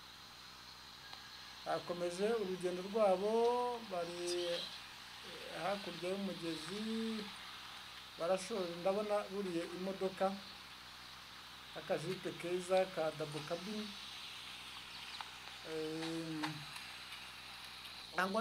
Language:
Kinyarwanda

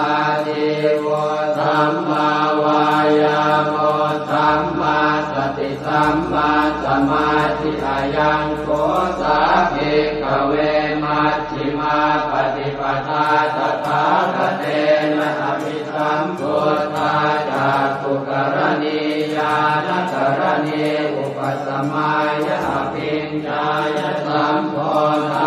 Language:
Pali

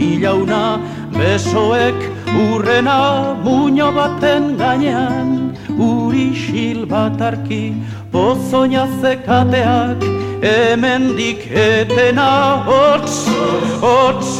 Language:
Basque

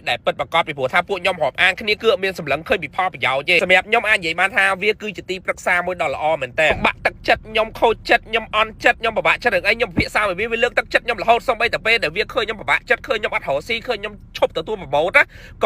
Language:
Khmer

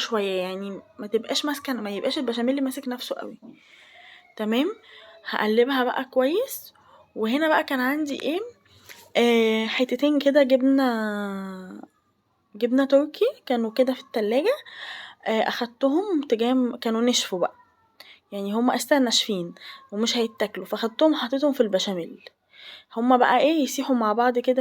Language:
Egyptian Arabic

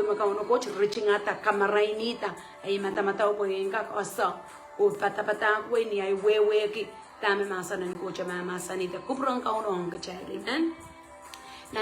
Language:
Pohnpeian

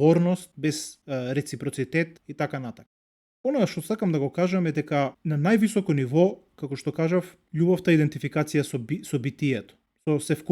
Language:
Macedonian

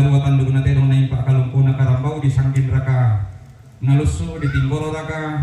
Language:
Toraja-Sa'dan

